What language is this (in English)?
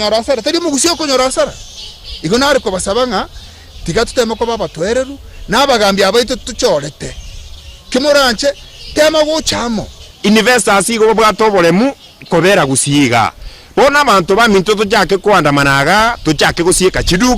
Gusii